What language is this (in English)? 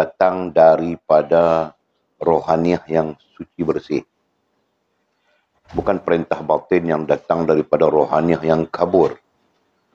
Malay